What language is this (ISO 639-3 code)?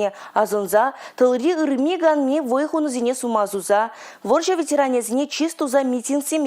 chv